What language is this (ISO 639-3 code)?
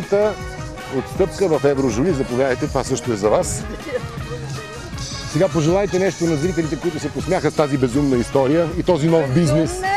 bul